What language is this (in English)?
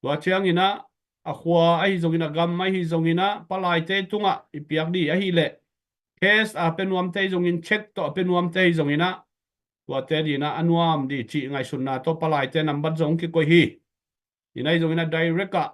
Tedim Chin